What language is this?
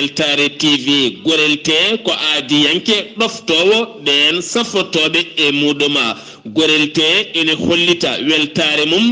Fula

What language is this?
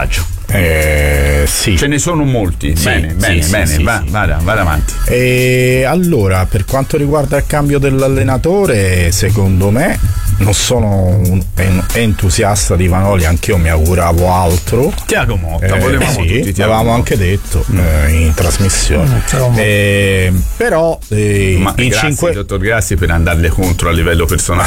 Italian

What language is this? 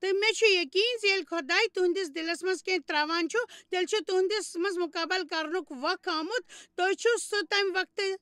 Kashmiri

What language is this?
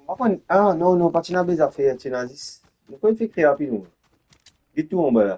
Morisyen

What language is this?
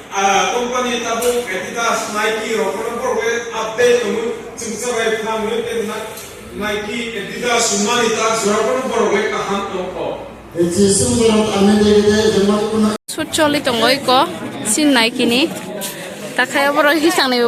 Kok Borok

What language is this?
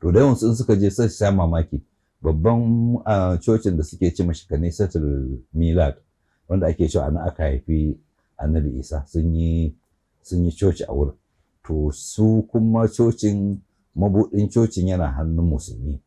Hausa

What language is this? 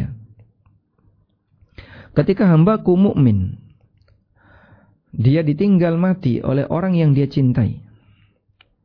Indonesian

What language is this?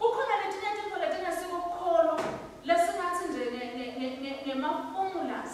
Swati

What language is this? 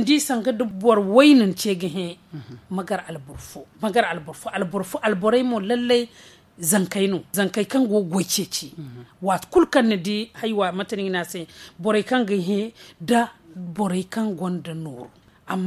Zarma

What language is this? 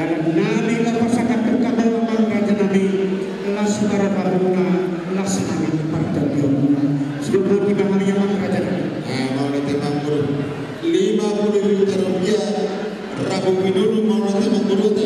Batak Toba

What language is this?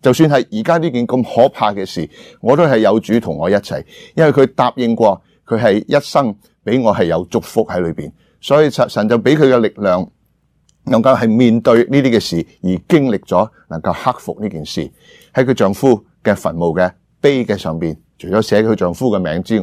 Cantonese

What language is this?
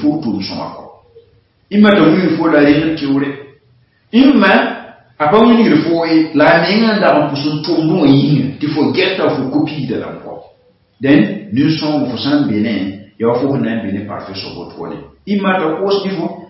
Mossi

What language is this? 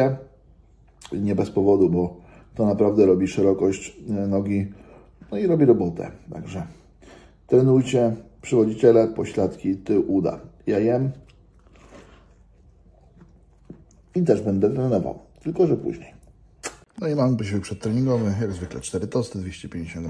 Polish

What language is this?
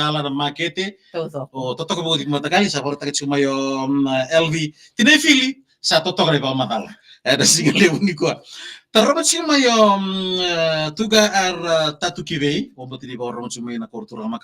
Fijian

